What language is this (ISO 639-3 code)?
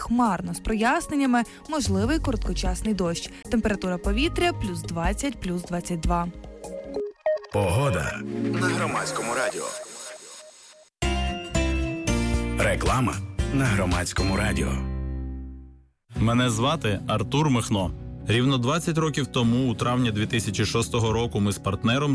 ukr